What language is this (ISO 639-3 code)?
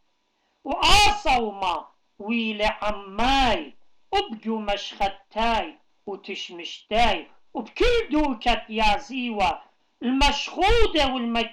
aii